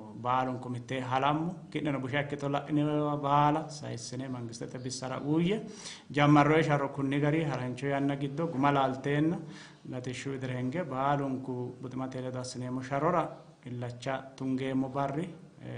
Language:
Sidamo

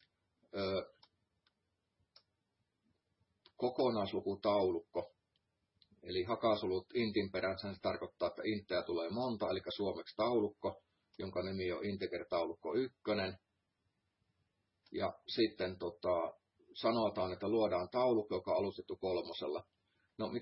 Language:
Finnish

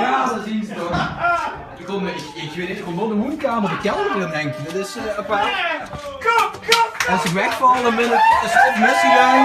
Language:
Limburgish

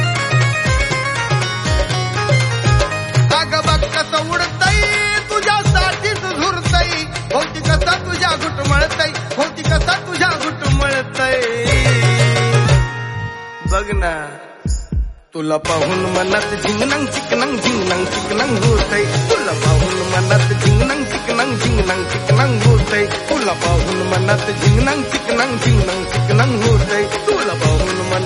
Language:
Marathi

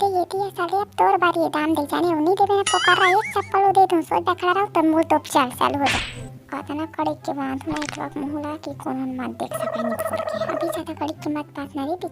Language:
Chhattisgarhi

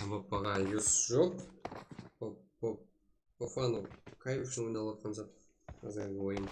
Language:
Kara-Kalpak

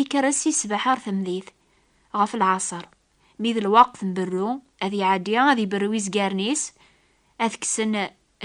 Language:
Kabyle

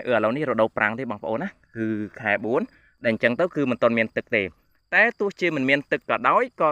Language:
Khmer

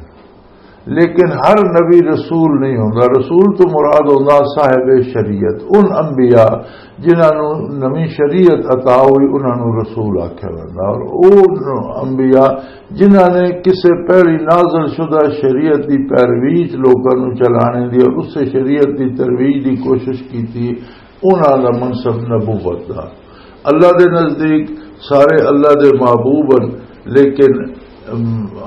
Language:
Western Panjabi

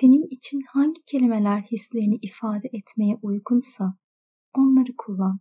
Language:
Turkish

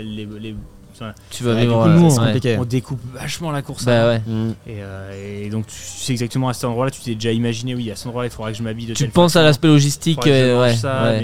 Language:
French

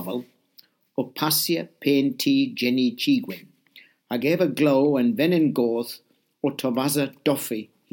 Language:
Cornish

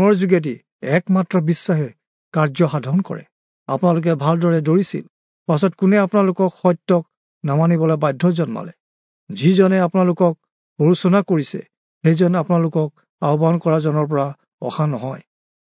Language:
Assamese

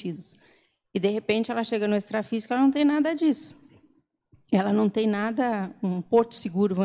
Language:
Portuguese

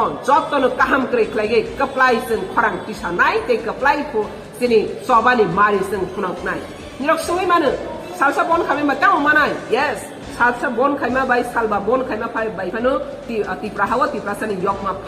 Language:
Riang (India)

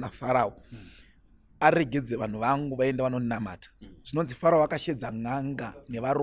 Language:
Shona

